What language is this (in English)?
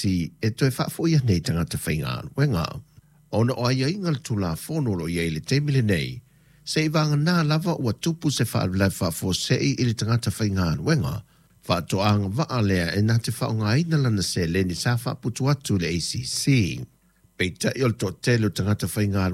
Samoan